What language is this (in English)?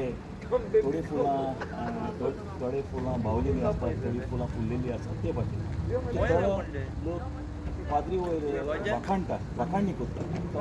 Konkani